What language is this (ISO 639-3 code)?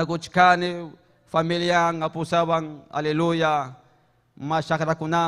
quy